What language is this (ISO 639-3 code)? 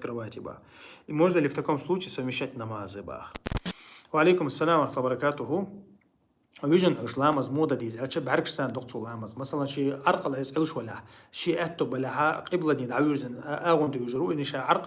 che